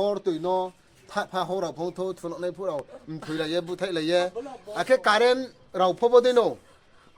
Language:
Riang (India)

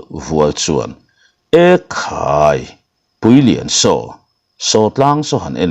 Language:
Mizo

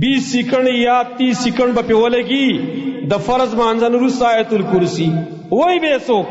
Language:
Pashto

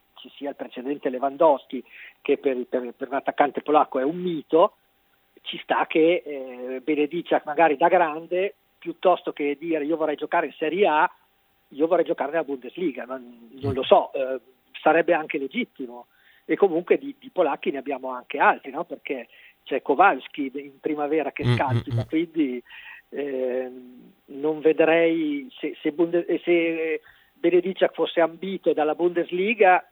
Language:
Italian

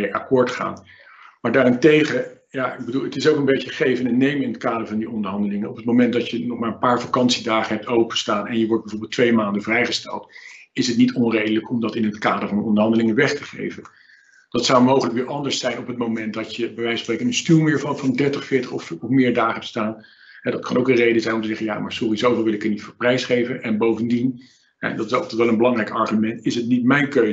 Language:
Dutch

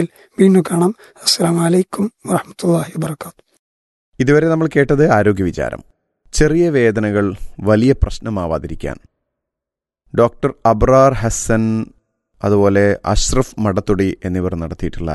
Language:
Malayalam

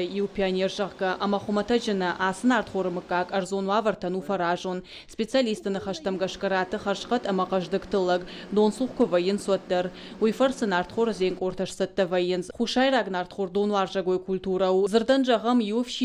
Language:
Ossetic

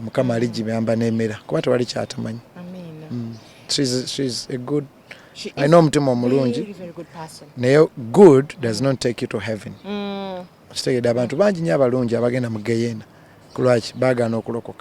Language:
Ganda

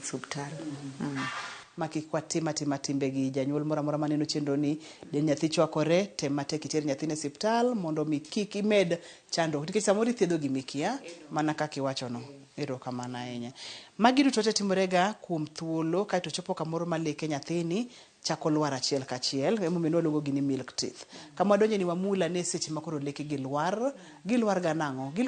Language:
Luo (Kenya and Tanzania)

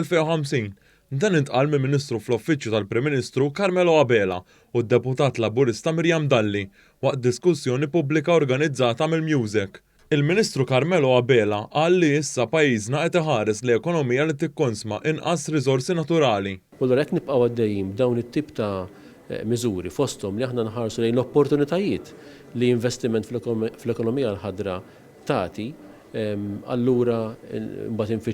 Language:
Maltese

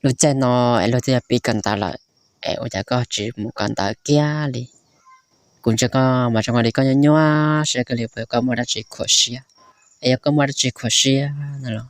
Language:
Hmong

